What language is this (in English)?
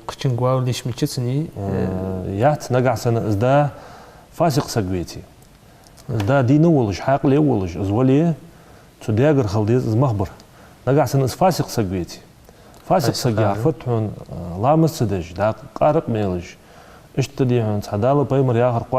Ingush